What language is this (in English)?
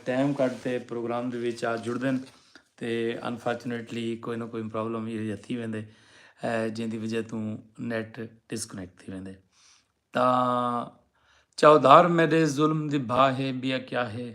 Saraiki